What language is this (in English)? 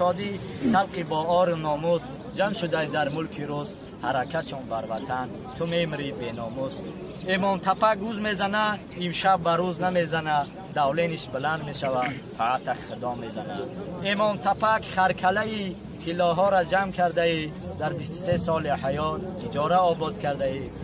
Tajik